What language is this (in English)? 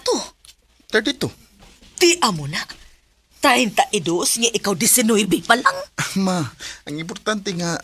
Cebuano